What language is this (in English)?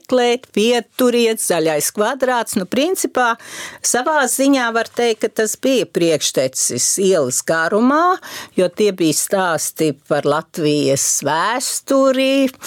Latvian